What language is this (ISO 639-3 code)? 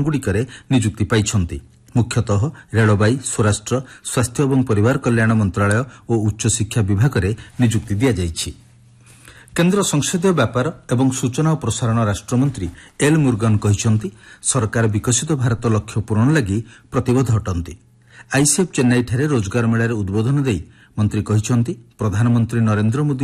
ori